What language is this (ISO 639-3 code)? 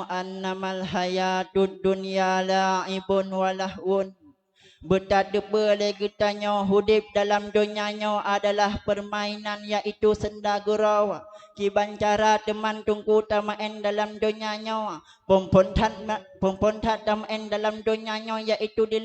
ace